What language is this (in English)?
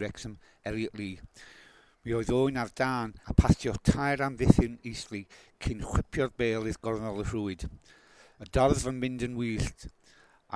Welsh